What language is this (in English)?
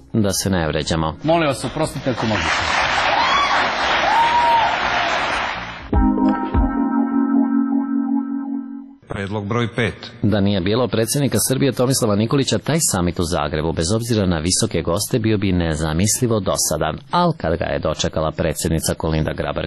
Serbian